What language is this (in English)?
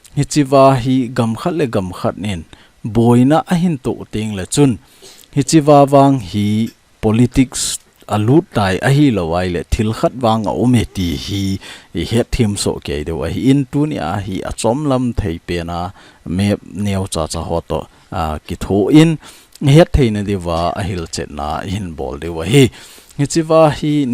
Thado Chin